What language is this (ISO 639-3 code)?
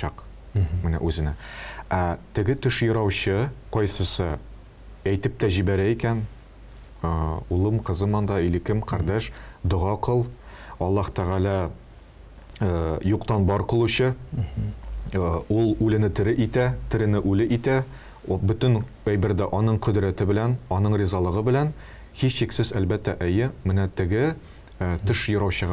tat